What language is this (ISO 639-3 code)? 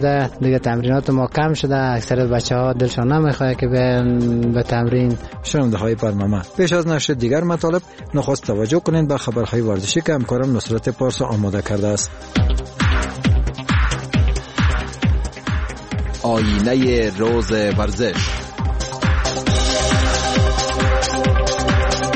fas